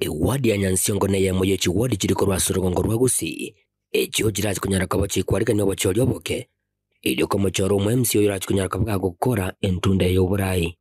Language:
Gusii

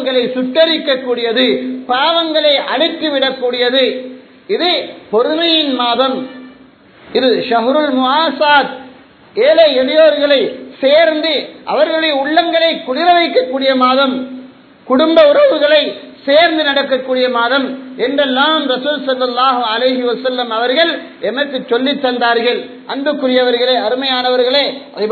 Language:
Tamil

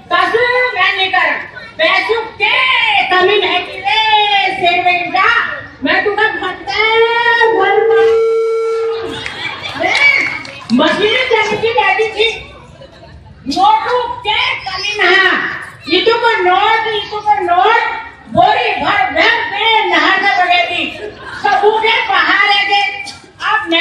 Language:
Hindi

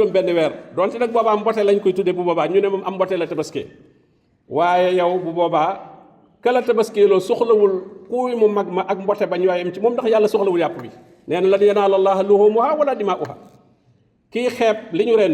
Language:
Wolof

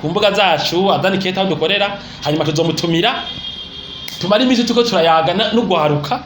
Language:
Rundi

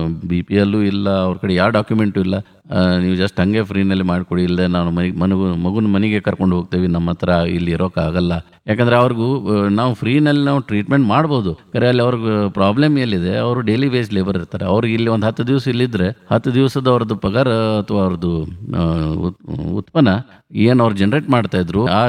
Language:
Kannada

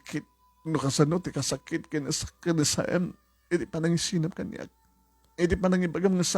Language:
Iloko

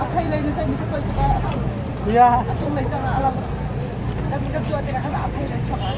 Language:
Hakha Chin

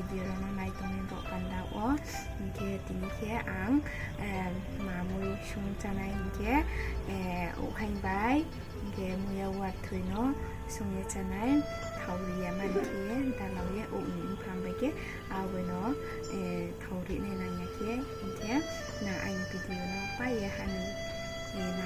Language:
Riang (India)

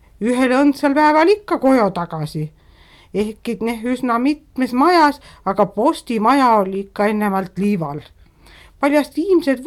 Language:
Estonian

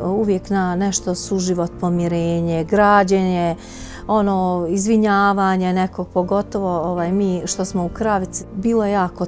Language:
Bosnian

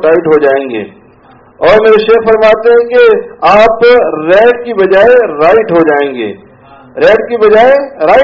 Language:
Urdu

